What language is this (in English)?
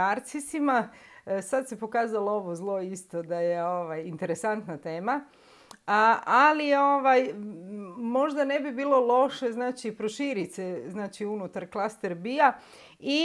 Croatian